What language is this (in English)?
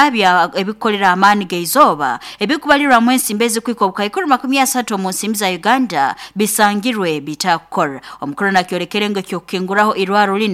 Nyoro